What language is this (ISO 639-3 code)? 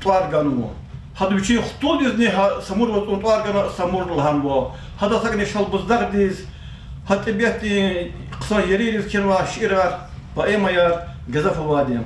lez